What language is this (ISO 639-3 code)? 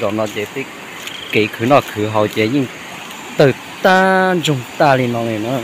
hmn